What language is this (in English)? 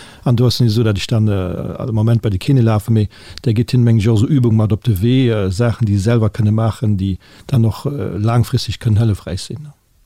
Luxembourgish